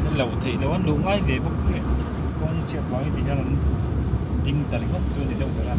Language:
Mizo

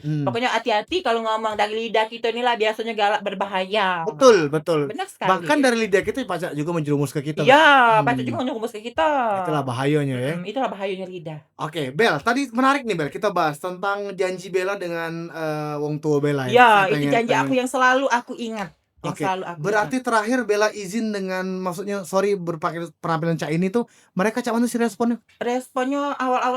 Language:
Musi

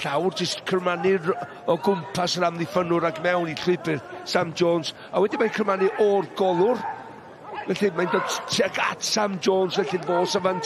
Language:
Welsh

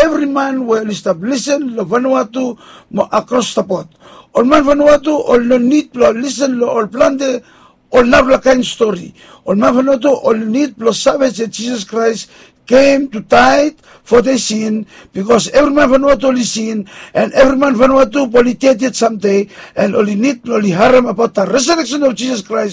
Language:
Bislama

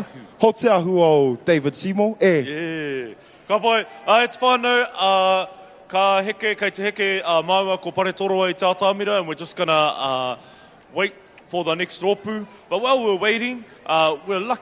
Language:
Māori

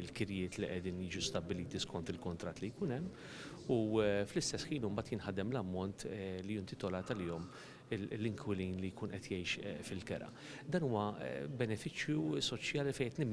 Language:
Maltese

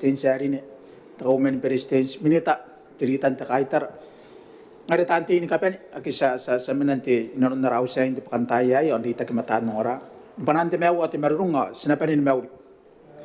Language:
Gilbertese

